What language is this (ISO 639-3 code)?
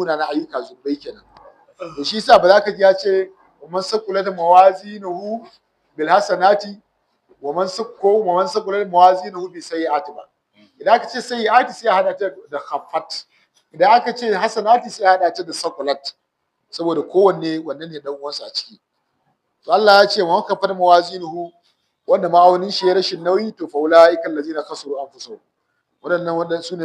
hau